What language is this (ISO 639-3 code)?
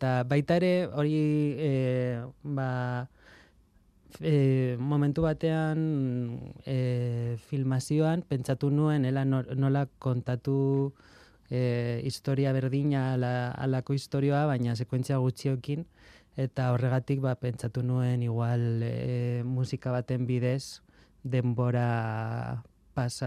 eus